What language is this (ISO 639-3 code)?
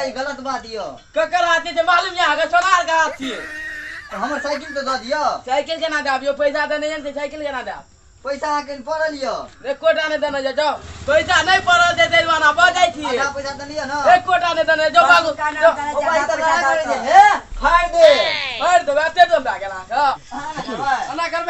mai